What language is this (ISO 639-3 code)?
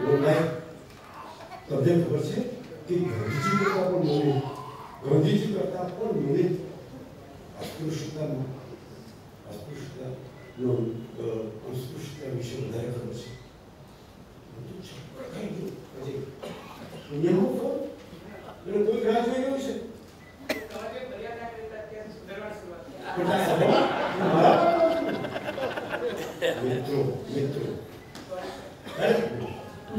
guj